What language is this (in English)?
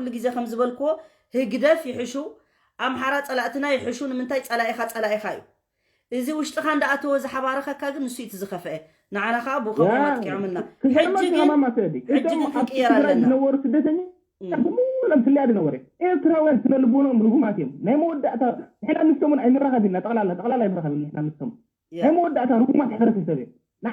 Tigrinya